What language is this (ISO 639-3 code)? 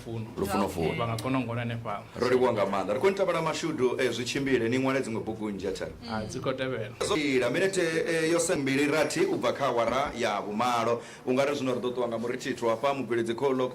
ven